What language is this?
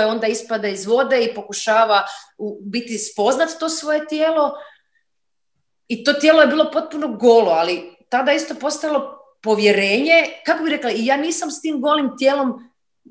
Croatian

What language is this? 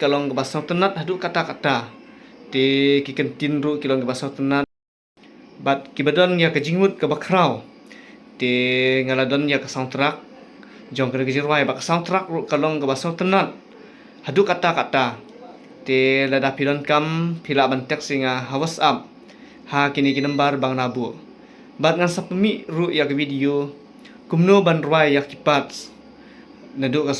Khasi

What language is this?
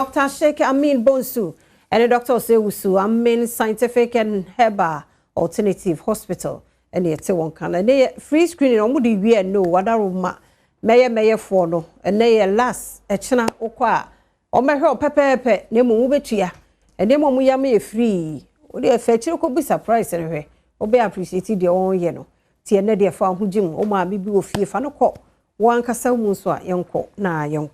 Akan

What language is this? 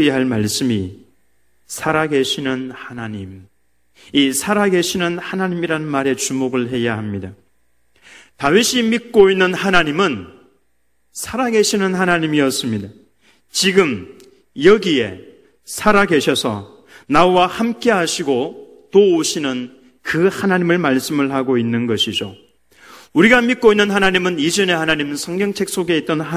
Korean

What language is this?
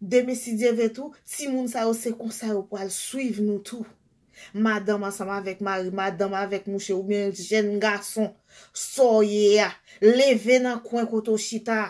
Haitian Creole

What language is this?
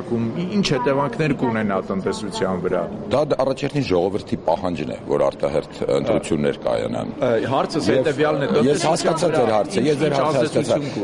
Armenian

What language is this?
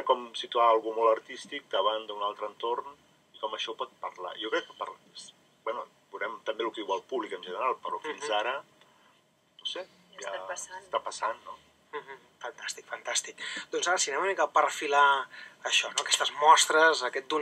Catalan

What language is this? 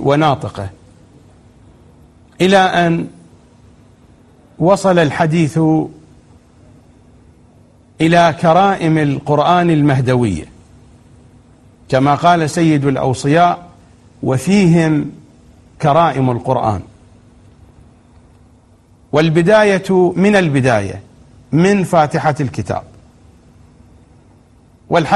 Arabic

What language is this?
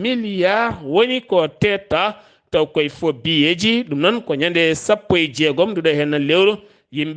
Fula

